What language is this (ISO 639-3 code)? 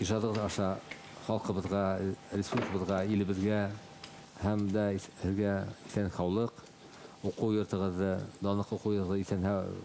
bak